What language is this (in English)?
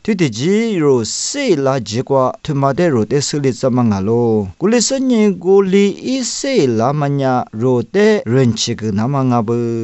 Lisu